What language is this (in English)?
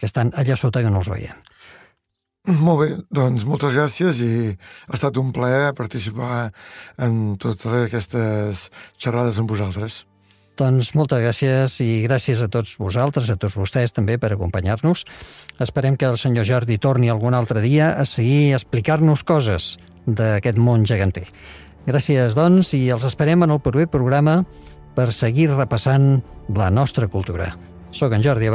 Catalan